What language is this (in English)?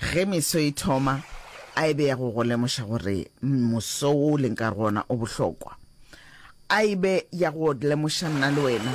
Northern Sotho